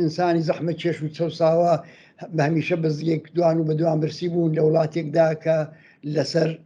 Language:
Central Kurdish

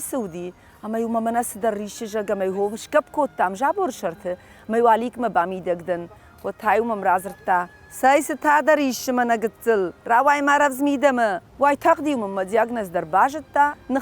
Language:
Ossetic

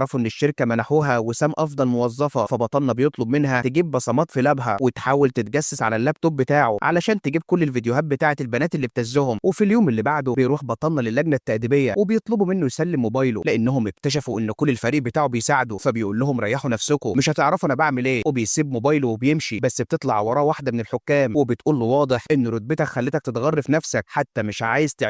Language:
Egyptian Arabic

